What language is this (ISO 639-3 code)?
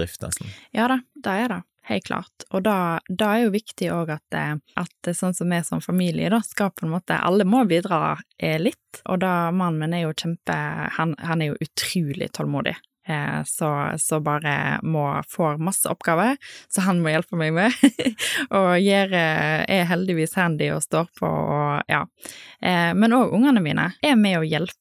nor